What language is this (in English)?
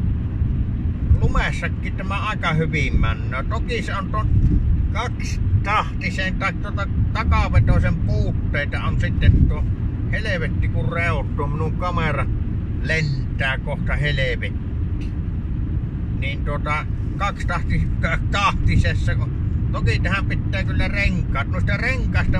Finnish